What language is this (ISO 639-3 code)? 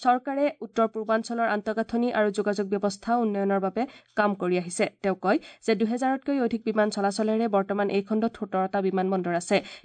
asm